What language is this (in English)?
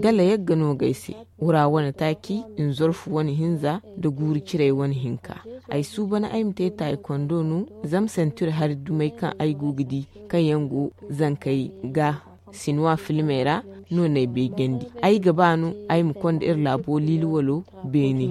Zarma